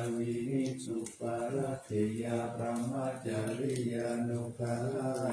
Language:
Pali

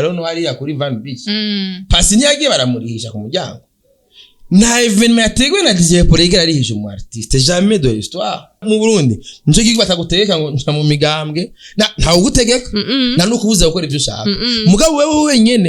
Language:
Rundi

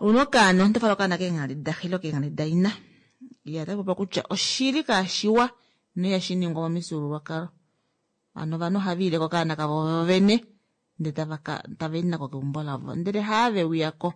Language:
Kuanyama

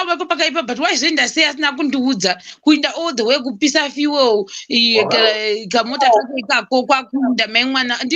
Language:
Shona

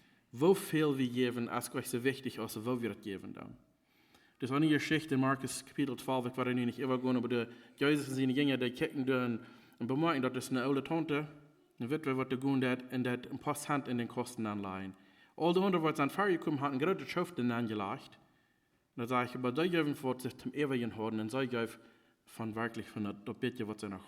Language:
Plautdietsch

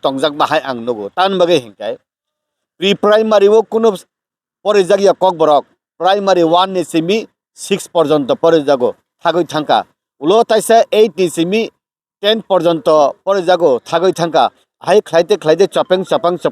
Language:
Kok Borok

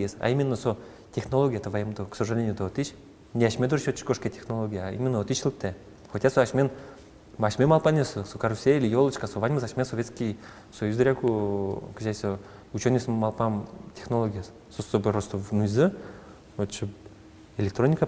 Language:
Udmurt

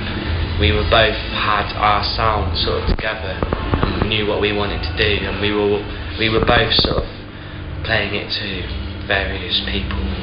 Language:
English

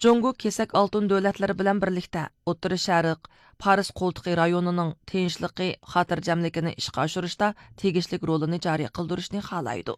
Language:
Uyghur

